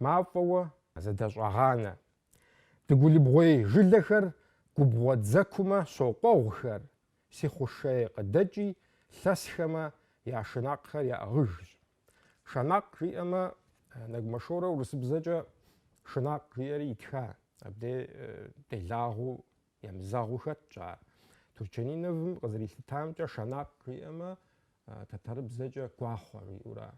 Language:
Kabardian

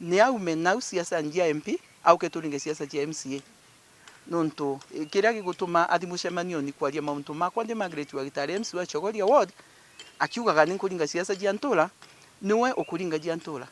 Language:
Meru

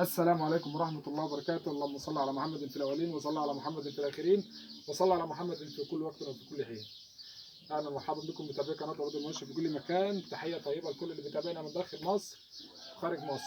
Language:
Egyptian Arabic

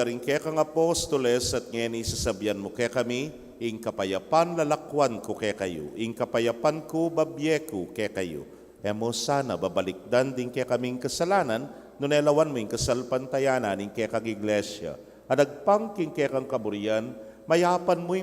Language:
Pampanga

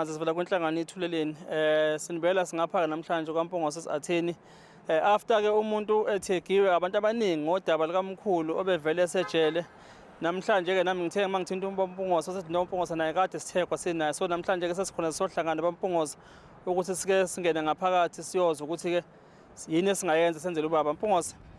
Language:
Zulu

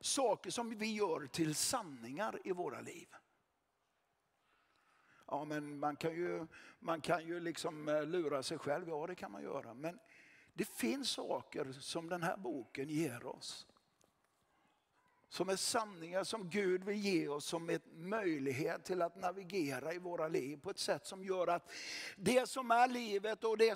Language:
Swedish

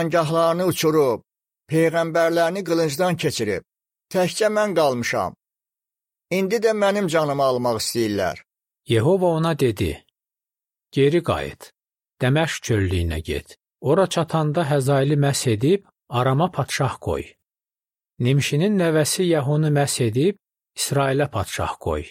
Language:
Azerbaijani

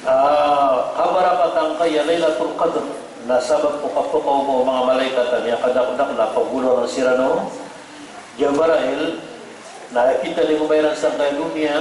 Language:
Maranao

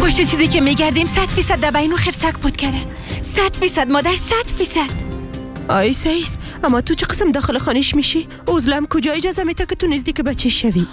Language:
Persian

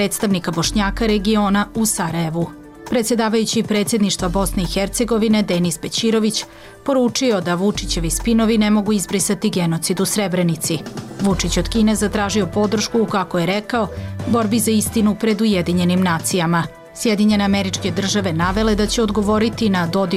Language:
Bosnian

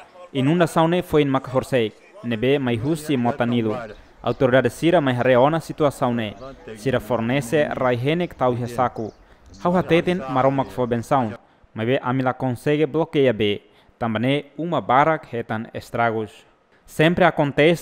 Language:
Tetum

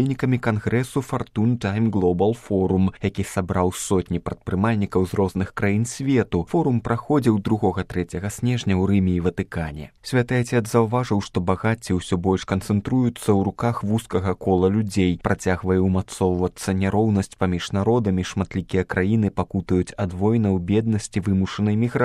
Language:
Belarusian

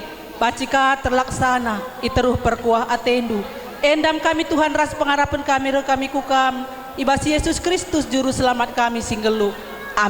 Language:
Batak Karo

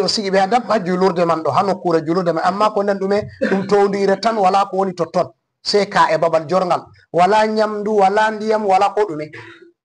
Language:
Fula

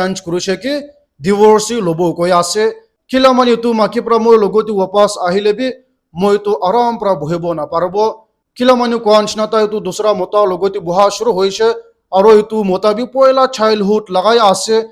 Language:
Naga Pidgin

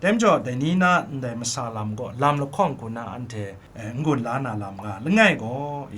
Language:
Kachin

